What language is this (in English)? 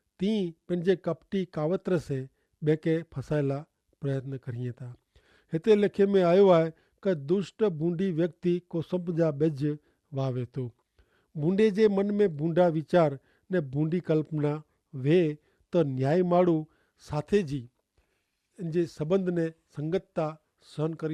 Kachhi